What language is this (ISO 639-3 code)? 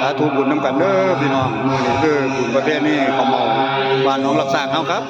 tts